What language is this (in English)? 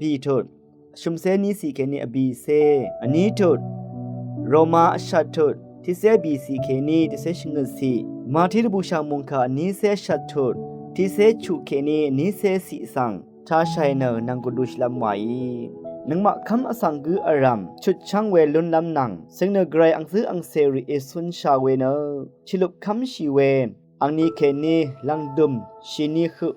Rawang